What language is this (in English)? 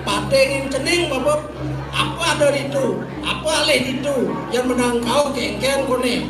Balinese